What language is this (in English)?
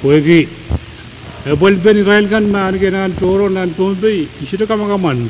Pohnpeian